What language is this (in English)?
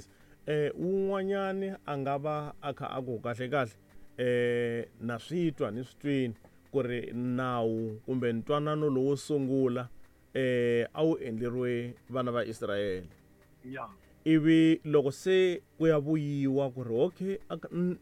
Tsonga